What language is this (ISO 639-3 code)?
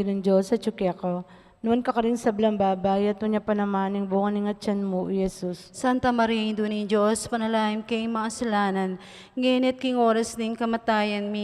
pam